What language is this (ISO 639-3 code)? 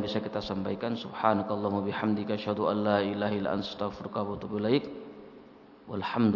ind